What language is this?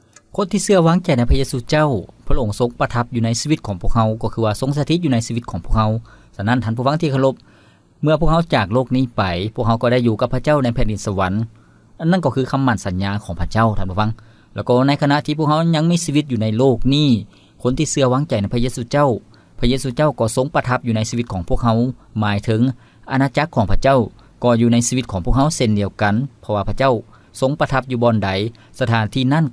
Lao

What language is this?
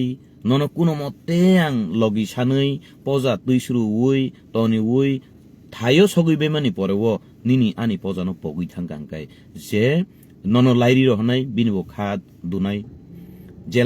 Kok Borok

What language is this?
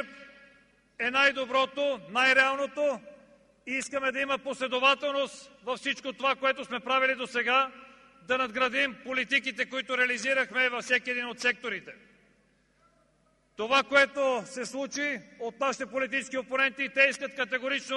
Bulgarian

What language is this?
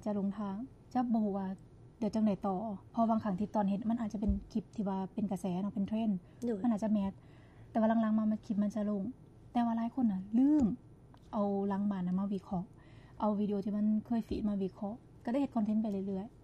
Lao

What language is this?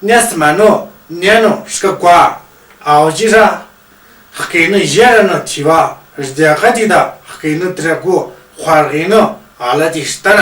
Tu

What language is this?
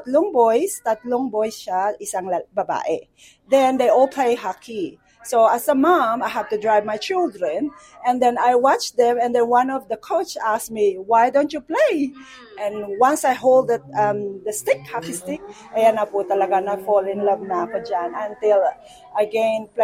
Filipino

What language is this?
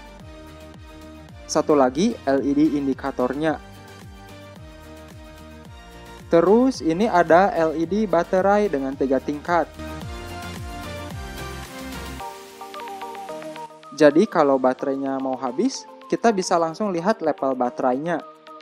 Indonesian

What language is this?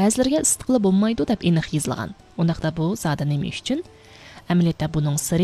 Uyghur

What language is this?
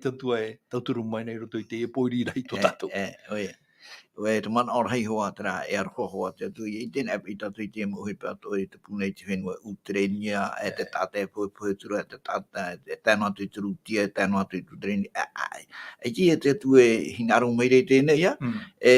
Tahitian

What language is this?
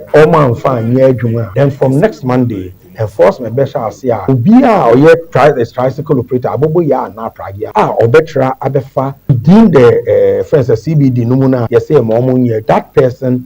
Akan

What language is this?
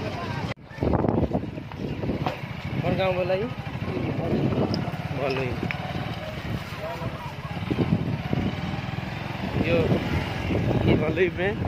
Bhojpuri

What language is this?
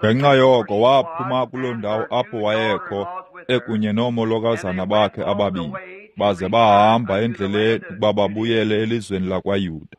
Xhosa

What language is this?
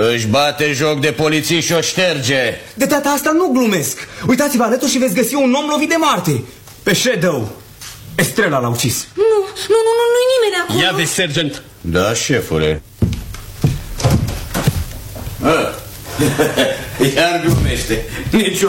Romanian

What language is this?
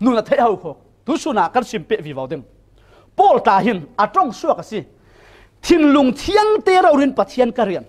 Falam Chin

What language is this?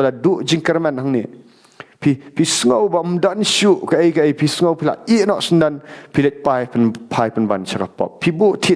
Khasi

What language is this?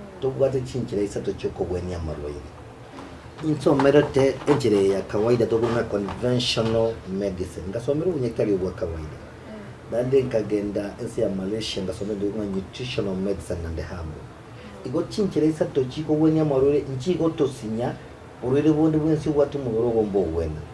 Gusii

